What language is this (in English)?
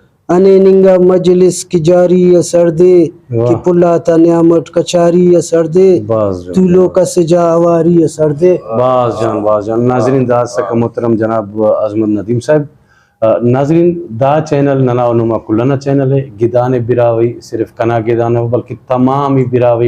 Brahui